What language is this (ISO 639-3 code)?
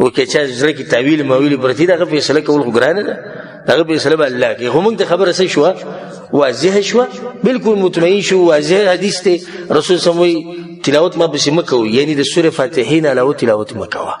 pus